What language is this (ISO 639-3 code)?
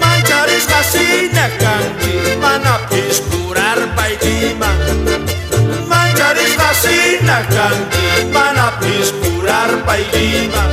quh